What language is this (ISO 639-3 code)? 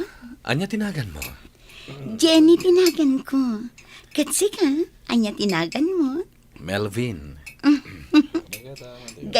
ilo